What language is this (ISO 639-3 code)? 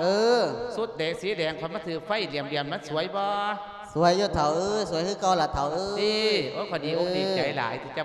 lao